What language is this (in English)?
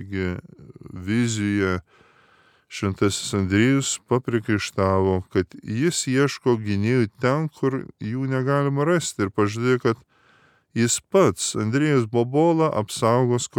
Lithuanian